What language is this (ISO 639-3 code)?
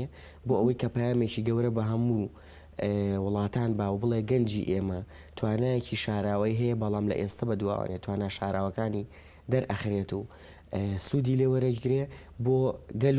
ckb